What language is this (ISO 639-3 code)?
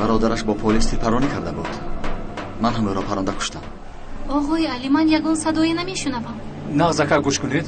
tgk